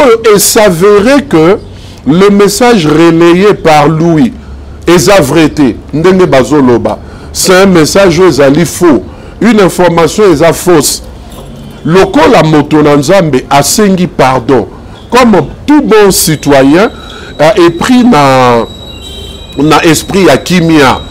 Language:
Lingala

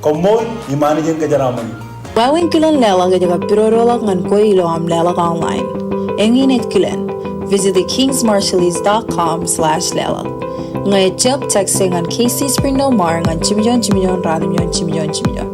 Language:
Marshallese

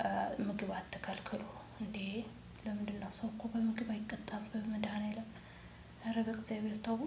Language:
Amharic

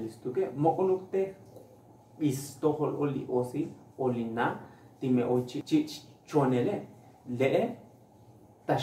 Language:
Tzotzil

